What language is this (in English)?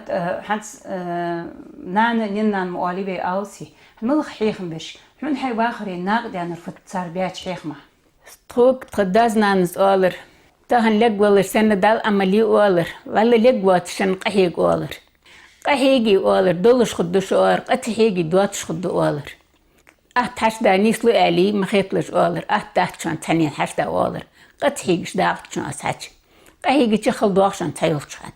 Ingush